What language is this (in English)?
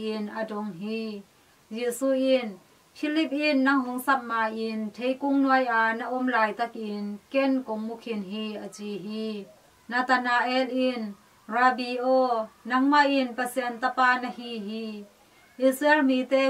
Tedim Chin